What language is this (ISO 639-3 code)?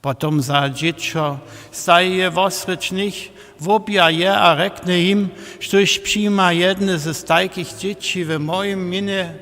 hsb